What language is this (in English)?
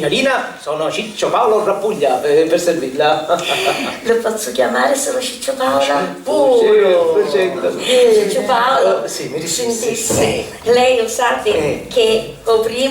Sicilian